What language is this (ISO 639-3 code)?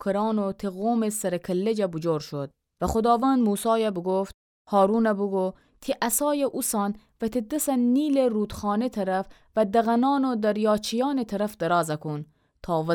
glk